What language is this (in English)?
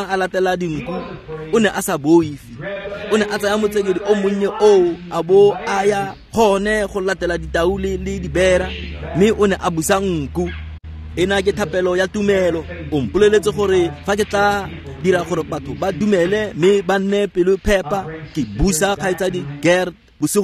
Tswana